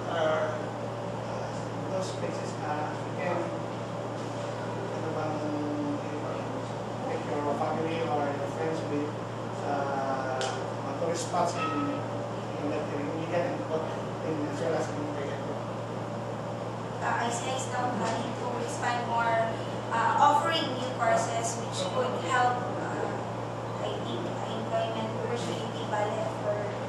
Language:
English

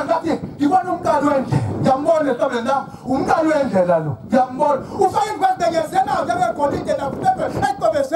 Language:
Zulu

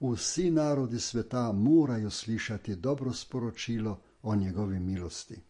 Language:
Slovenian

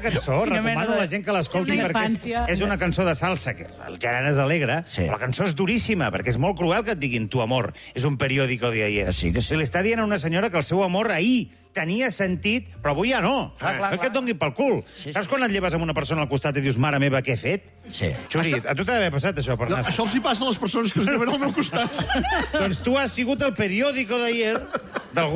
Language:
Catalan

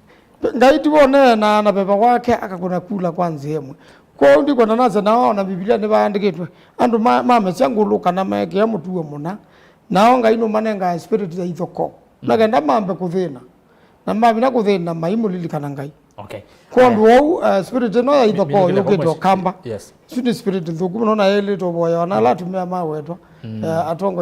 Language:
Kamba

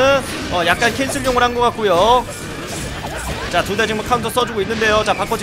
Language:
Korean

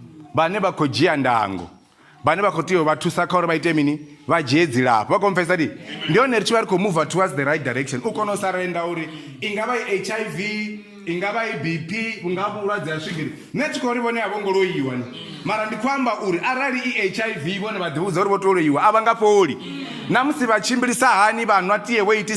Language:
Venda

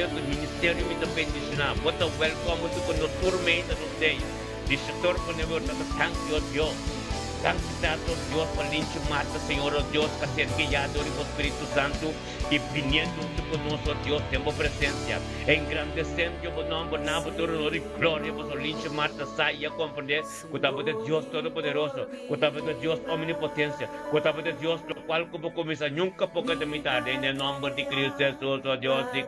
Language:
Papiamento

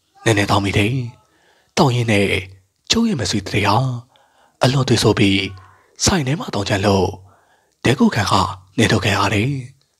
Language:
Burmese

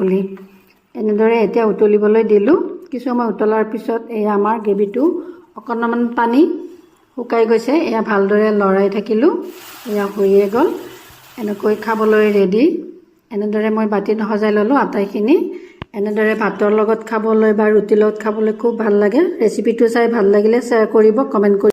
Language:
Assamese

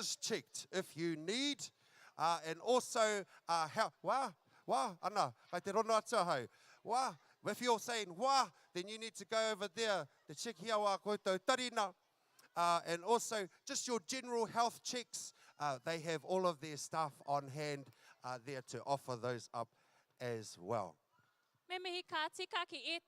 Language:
Māori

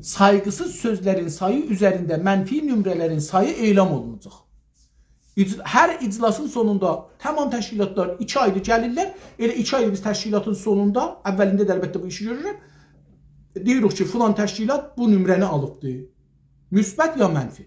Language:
South Azerbaijani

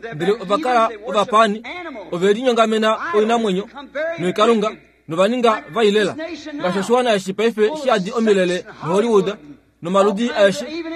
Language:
Kuanyama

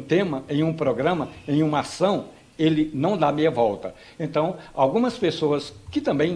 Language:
Portuguese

